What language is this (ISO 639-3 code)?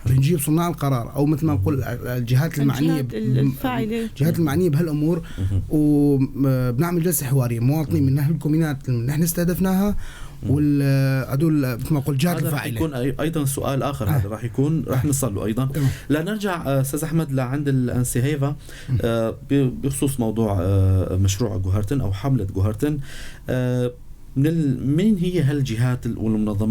apc